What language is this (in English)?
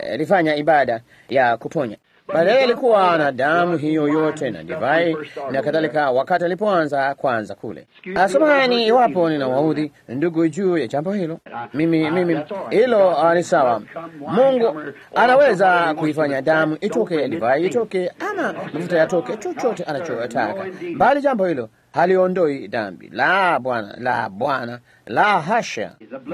Swahili